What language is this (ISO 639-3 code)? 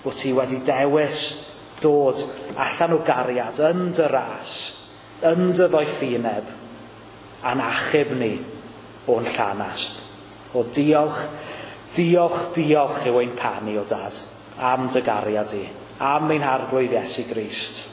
cym